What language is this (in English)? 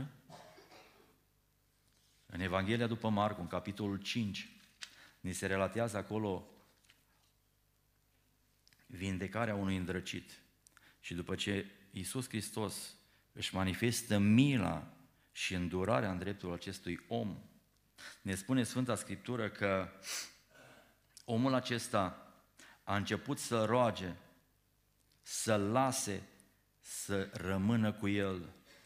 Romanian